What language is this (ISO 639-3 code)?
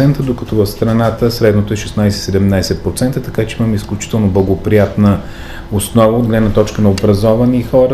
bul